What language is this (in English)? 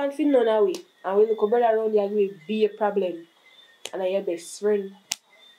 Jamaican Creole English